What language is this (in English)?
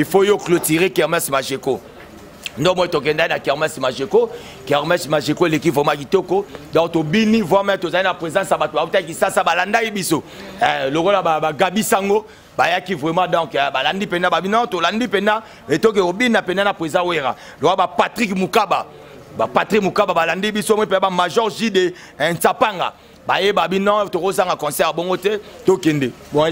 Lingala